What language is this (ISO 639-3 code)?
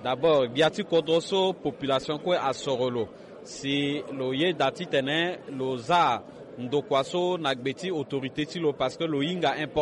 sag